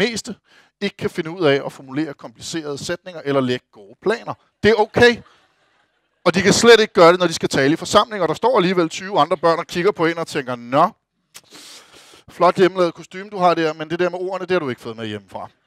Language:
Danish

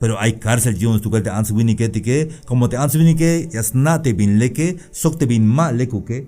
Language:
Tzeltal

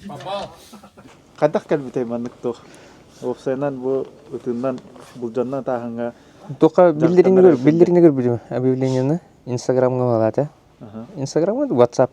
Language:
Yakut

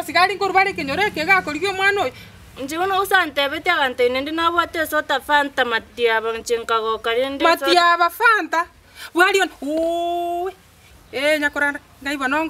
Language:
Gusii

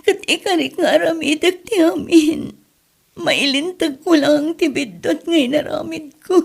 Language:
Iloko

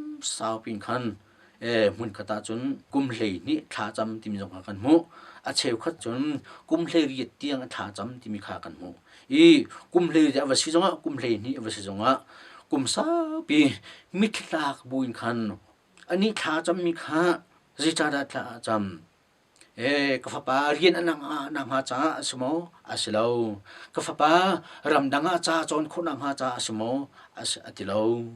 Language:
Hakha Chin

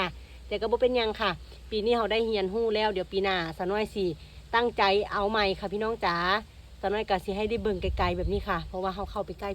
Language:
Northeastern Thai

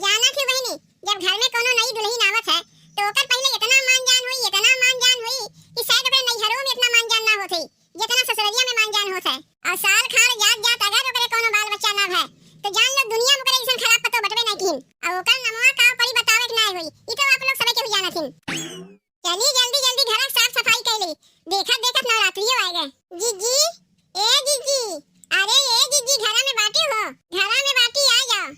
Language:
Awadhi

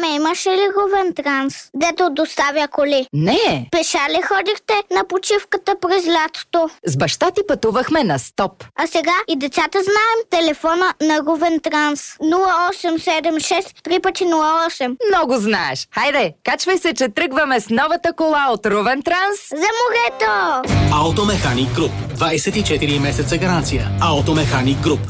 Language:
Bulgarian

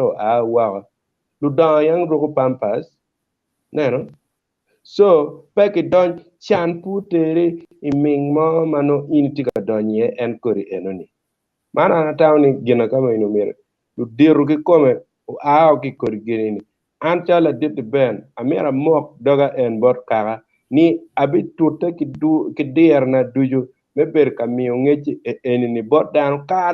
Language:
Acoli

